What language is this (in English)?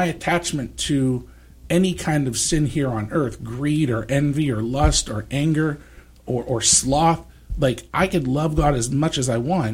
English